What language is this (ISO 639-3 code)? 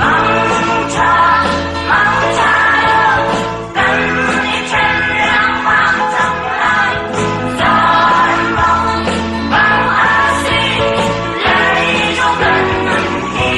cnh